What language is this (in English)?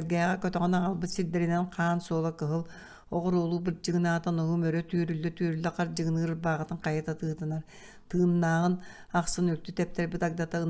Yakut